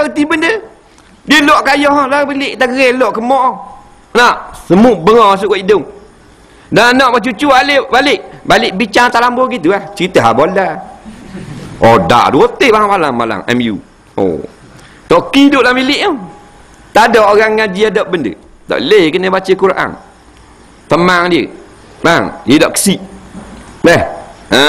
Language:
Malay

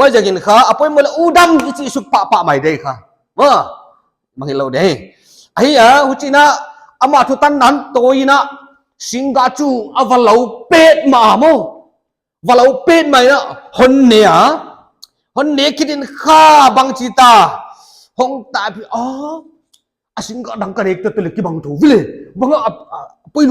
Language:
Paite Chin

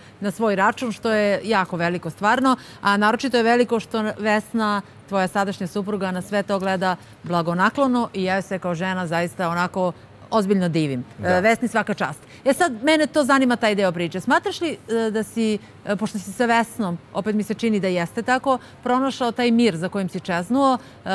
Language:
Serbian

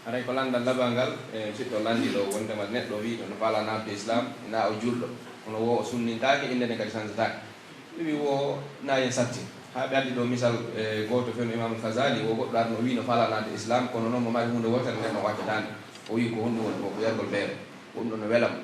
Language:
Pular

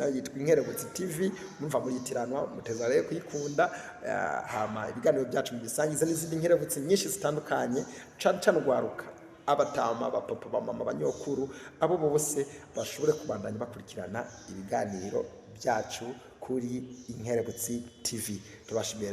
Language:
Rundi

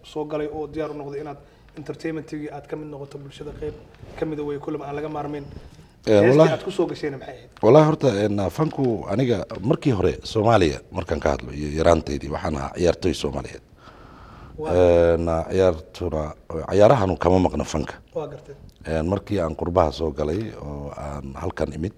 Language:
Somali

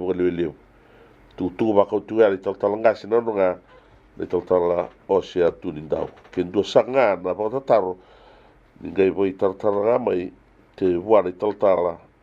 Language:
Fijian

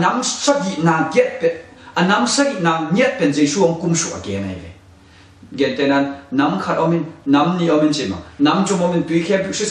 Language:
Tedim Chin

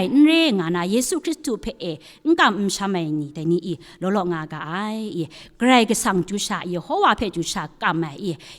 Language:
Kachin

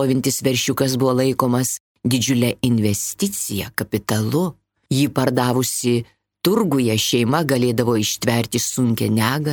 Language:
Lithuanian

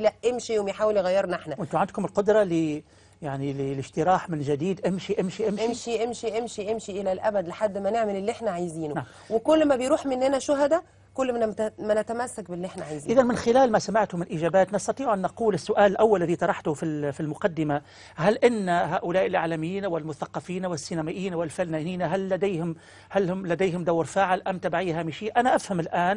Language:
Egyptian Arabic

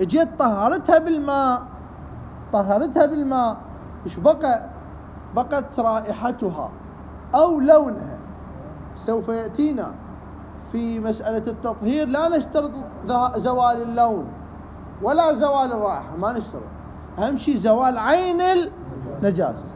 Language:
Mesopotamian Arabic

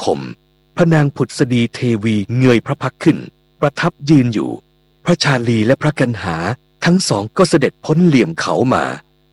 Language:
Thai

